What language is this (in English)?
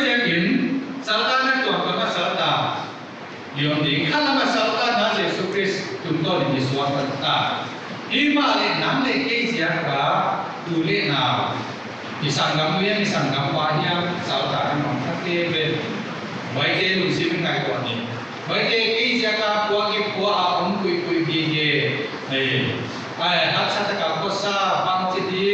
Paite Chin